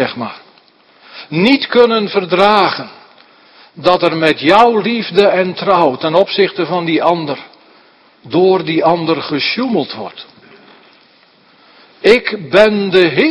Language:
Dutch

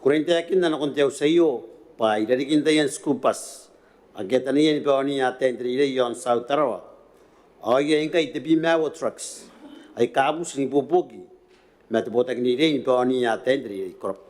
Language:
Gilbertese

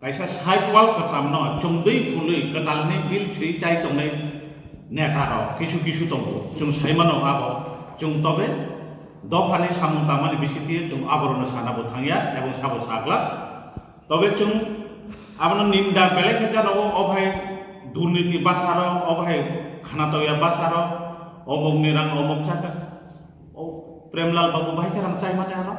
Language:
Kok Borok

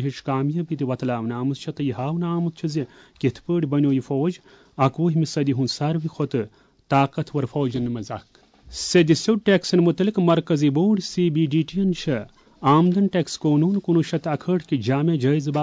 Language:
Kashmiri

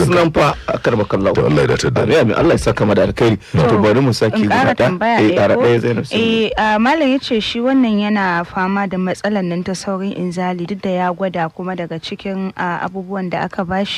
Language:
Hausa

